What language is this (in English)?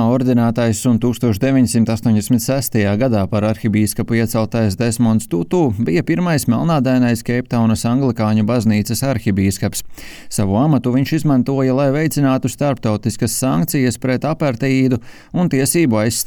Latvian